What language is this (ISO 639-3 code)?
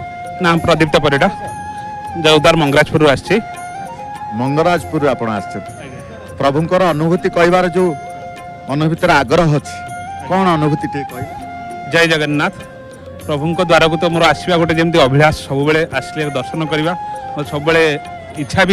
ori